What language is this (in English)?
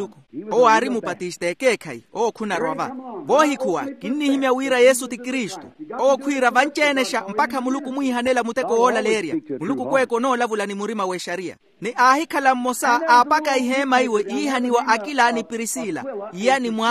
Makhuwa